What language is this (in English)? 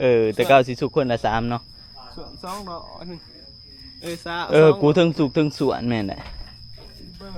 Northeastern Thai